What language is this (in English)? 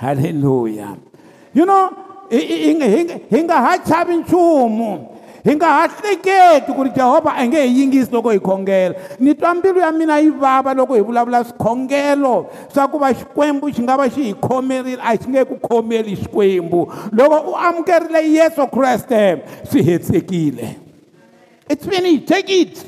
Tsonga